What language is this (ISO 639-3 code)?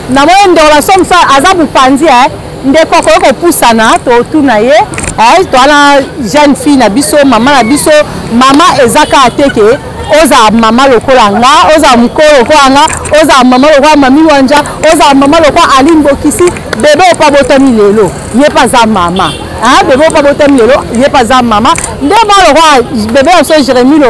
lin